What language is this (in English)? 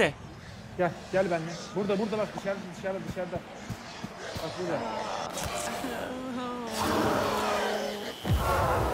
Turkish